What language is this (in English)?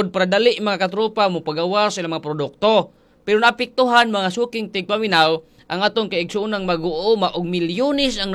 Cebuano